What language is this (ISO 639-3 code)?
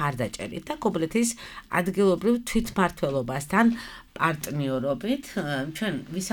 kat